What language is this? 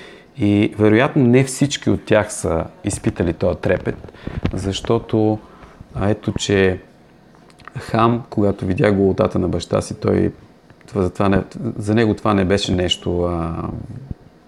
Bulgarian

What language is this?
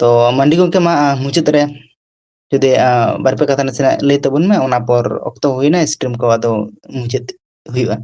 Santali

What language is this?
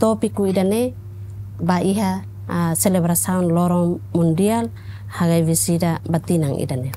Tetum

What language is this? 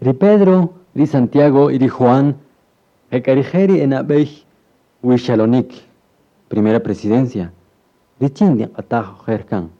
Kaqchikel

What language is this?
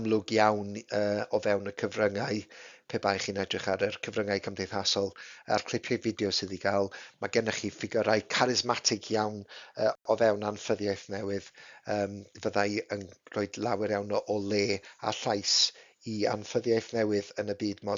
Welsh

